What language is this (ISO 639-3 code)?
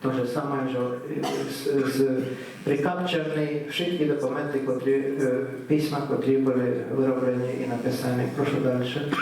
rue